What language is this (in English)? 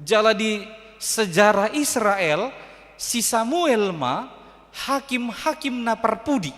Batak Toba